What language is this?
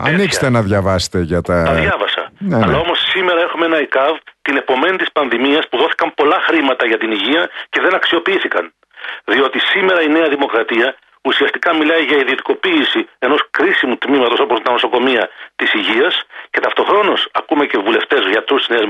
Greek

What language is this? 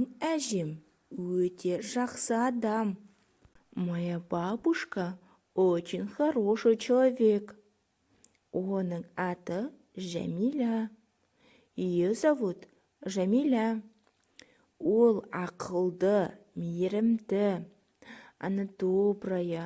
Kazakh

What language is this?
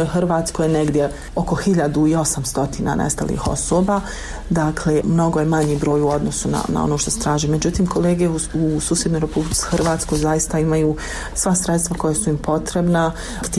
Bosnian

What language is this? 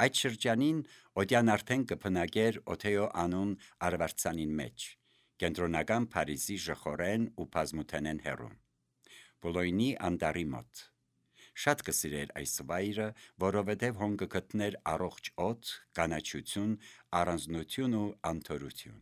Armenian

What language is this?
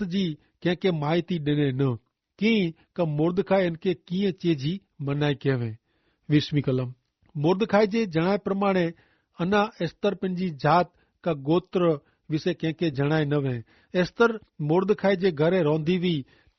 Kachhi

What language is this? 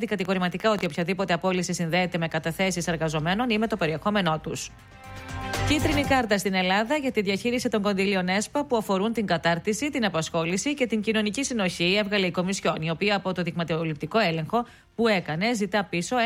Greek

